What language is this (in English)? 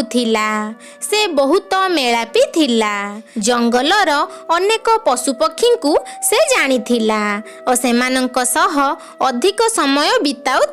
Odia